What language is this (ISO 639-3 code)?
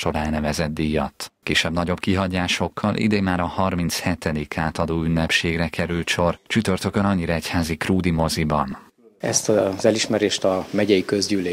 hun